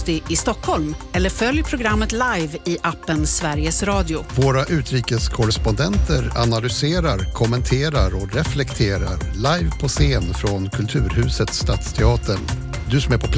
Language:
Swedish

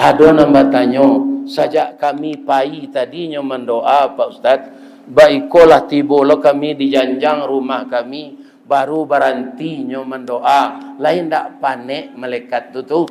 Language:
Minangkabau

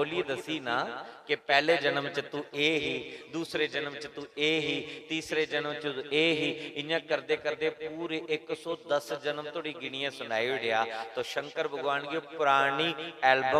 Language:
Dogri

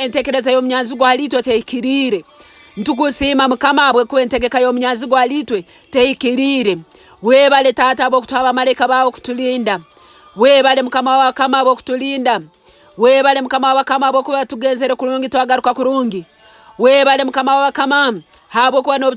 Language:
Nyoro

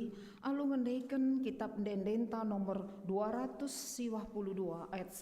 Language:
Batak Karo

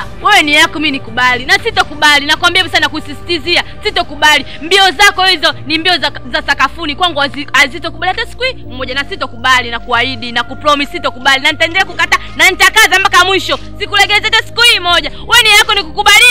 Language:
Swahili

